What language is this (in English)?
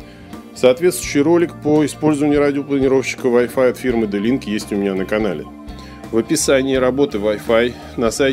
Russian